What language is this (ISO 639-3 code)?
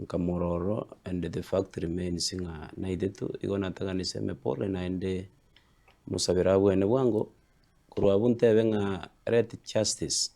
guz